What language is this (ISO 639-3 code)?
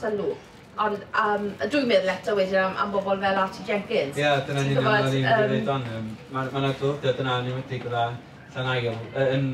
cym